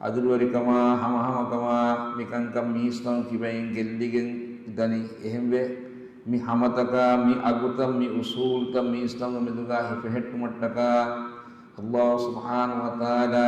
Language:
Divehi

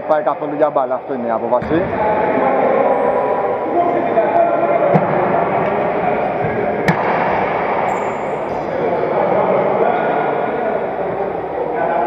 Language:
Greek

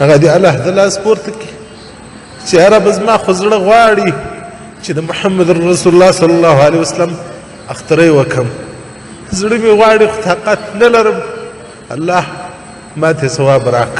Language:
Pashto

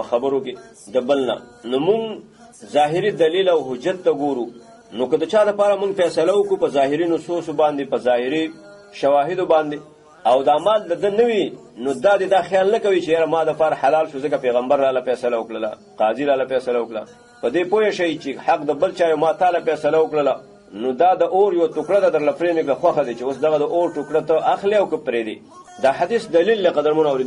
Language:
Pashto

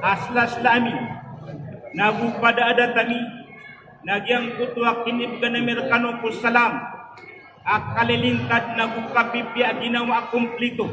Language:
Maranao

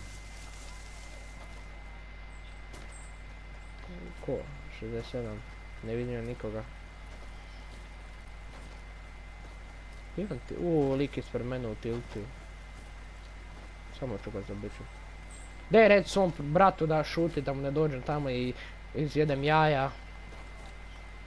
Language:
Croatian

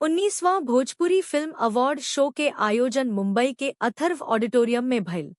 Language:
Bhojpuri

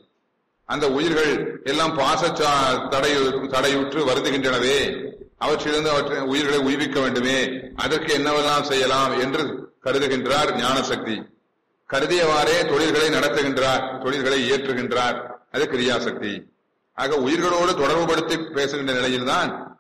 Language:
Tamil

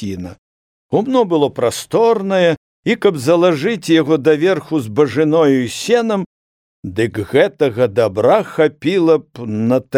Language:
Belarusian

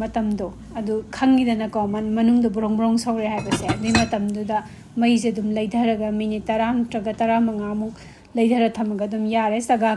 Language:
Manipuri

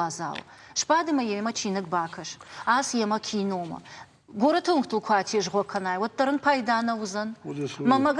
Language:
Ossetic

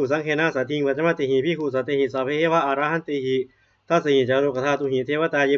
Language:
Pali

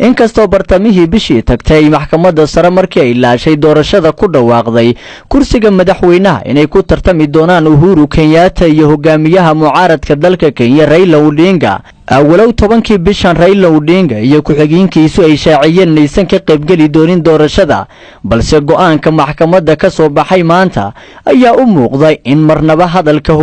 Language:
Somali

